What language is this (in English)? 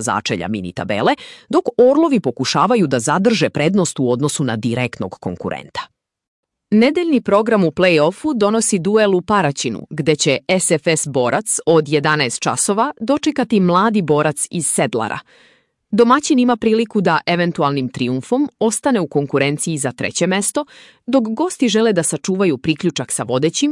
Serbian